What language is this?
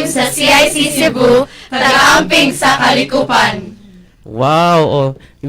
Cebuano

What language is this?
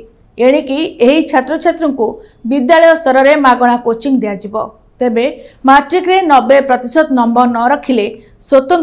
Odia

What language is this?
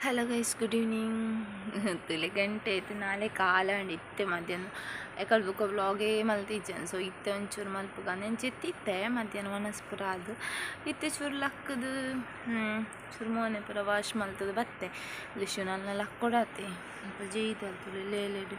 Tulu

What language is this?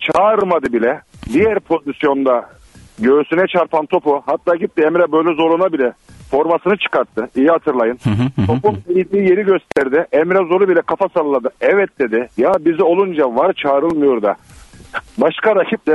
Turkish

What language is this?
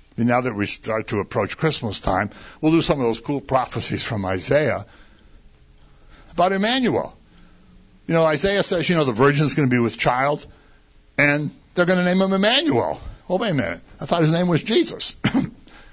English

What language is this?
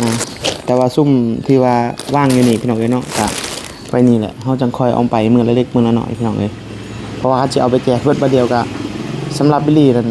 Northeastern Thai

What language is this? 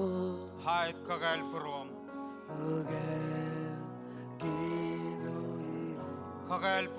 Marshallese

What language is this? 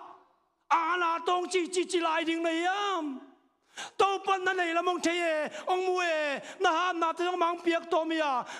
Tedim Chin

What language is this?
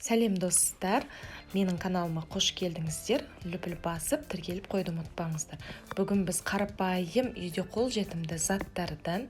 Kazakh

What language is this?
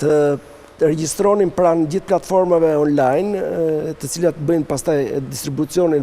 Albanian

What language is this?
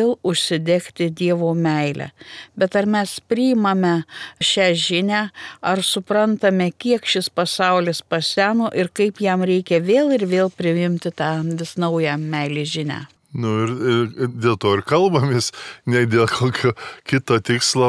Lithuanian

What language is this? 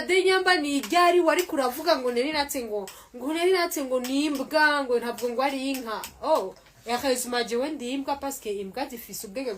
Rundi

